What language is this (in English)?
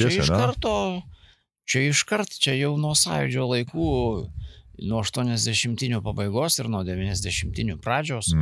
Lithuanian